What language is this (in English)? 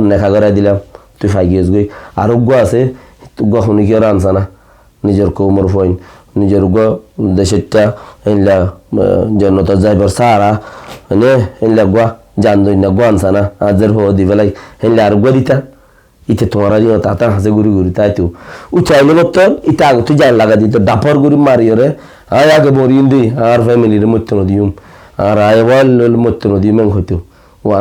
Rohingya